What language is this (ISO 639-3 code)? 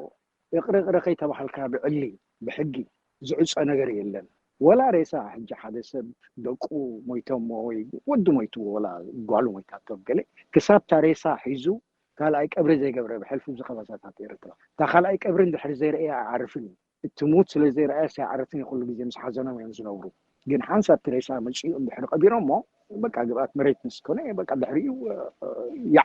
tir